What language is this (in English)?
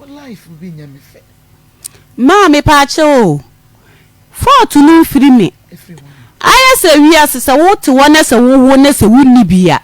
Akan